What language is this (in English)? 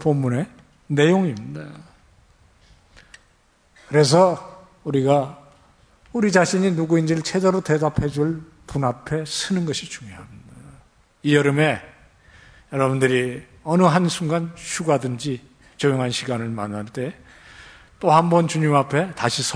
Korean